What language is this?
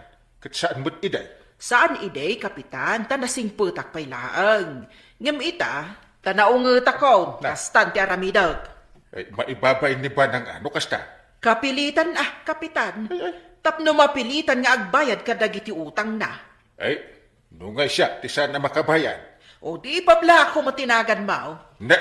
Iloko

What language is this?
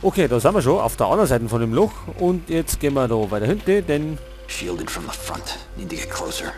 Bavarian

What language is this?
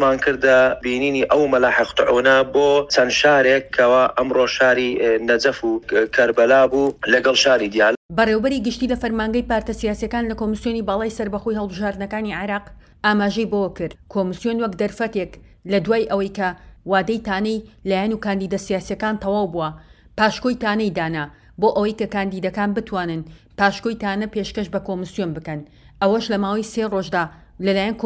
Central Kurdish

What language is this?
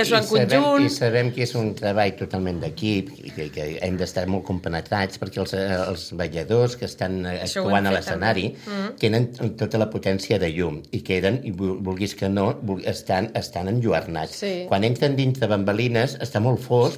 Catalan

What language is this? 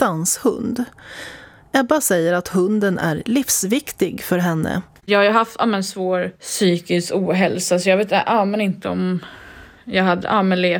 Swedish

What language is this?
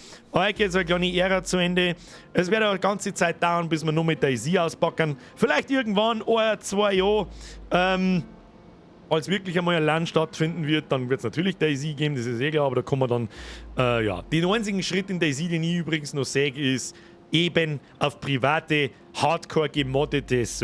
Bavarian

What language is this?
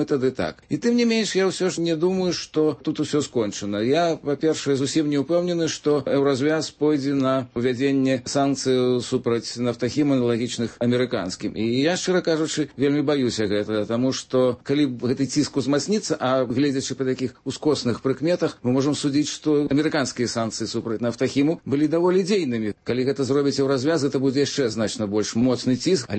Belarusian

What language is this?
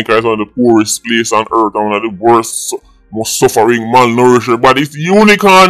Jamaican Creole English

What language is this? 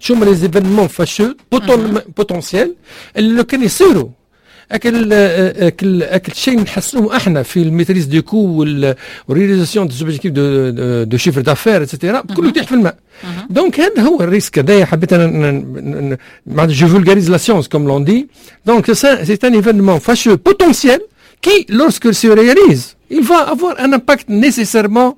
Tunisian Arabic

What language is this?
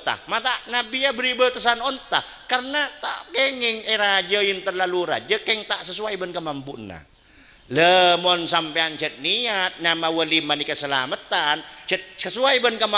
Madurese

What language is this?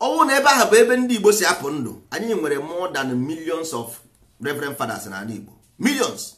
Igbo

